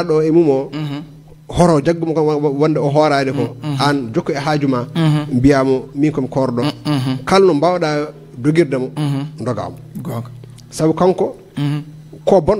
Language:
Fula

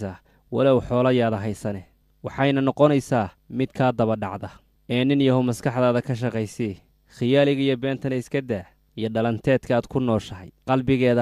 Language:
Somali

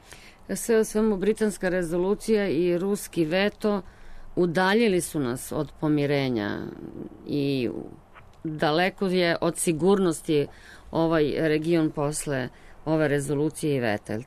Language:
Serbian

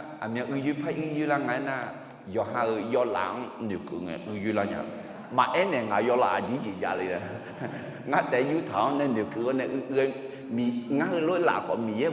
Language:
Akha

